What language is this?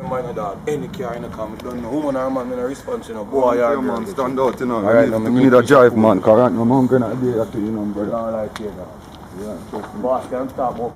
Jamaican Creole English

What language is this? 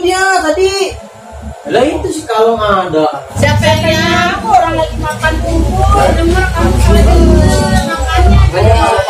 Betawi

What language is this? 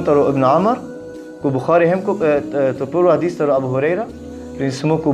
Balkan Romani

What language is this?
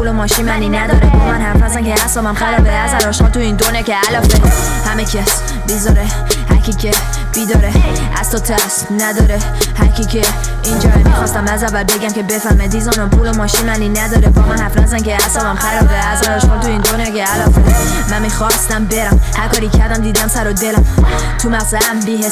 Persian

